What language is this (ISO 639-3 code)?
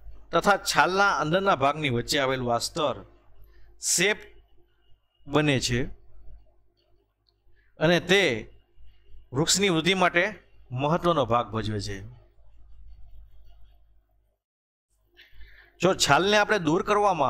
guj